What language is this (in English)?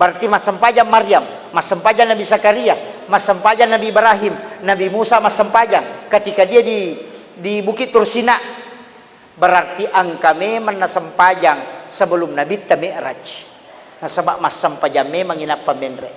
Buginese